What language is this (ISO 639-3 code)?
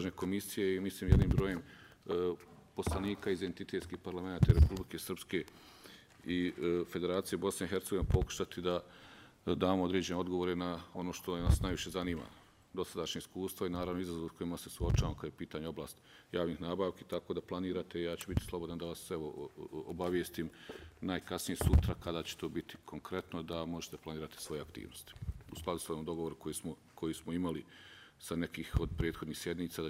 bos